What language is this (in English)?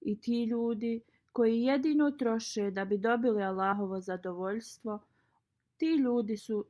Bosnian